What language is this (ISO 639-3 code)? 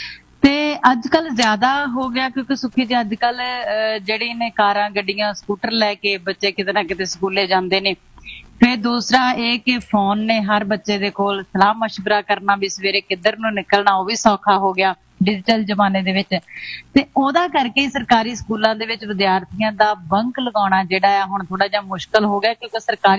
pan